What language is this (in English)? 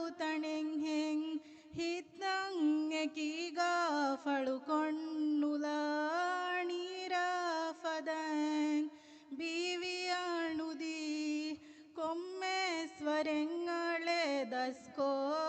Divehi